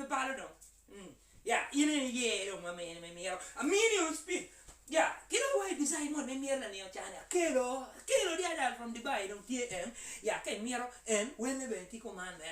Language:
Acoli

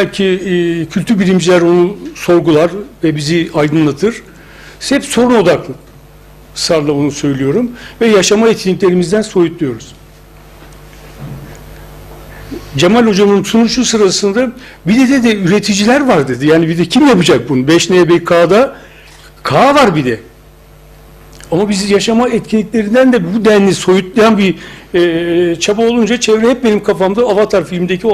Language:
Turkish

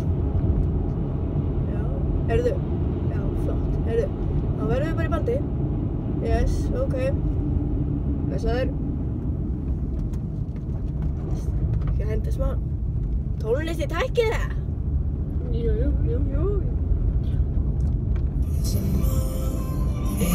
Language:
Icelandic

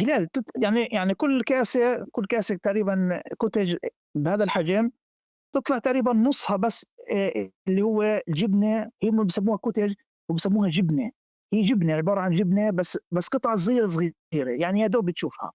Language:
North Levantine Arabic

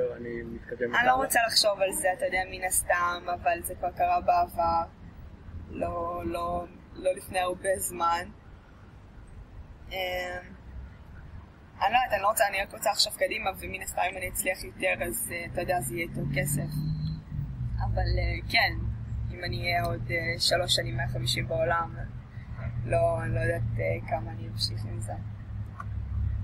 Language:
Hebrew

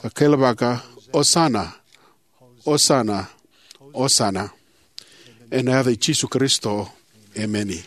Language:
Fijian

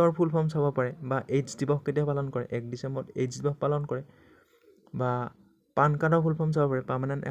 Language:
Assamese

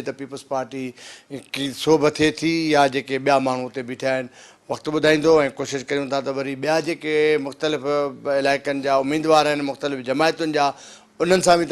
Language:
Sindhi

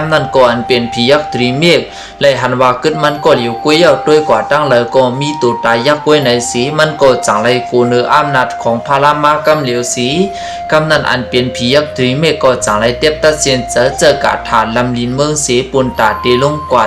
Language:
Shan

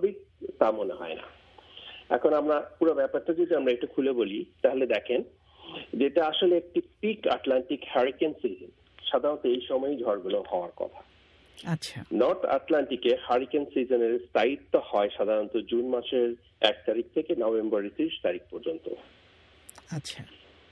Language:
Bangla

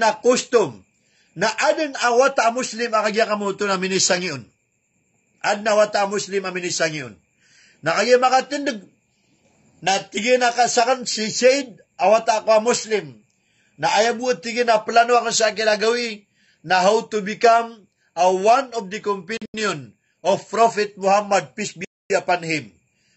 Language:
Maranao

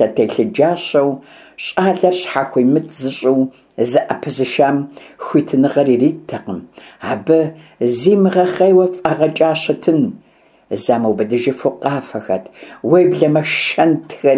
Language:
Kabardian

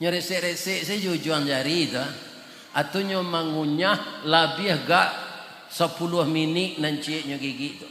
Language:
Minangkabau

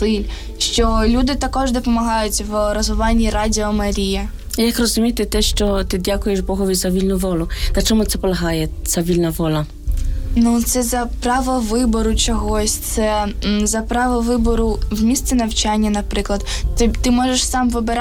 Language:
Ukrainian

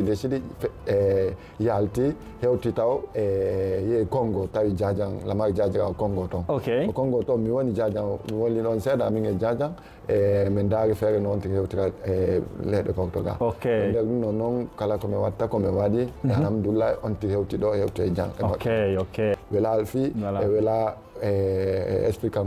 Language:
Fula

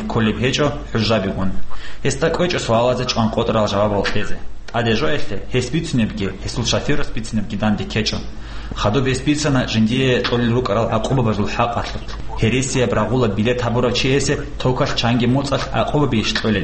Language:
Avaric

